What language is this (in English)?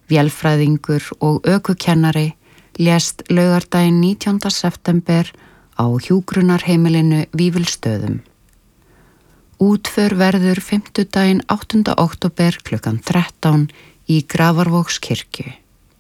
Icelandic